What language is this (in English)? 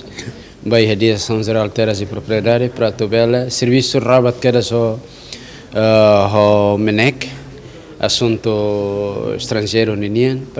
Tetum